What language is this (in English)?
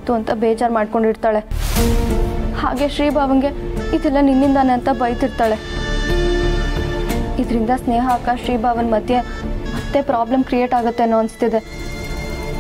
Kannada